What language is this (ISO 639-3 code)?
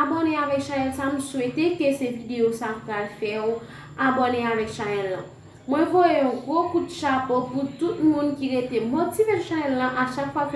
hat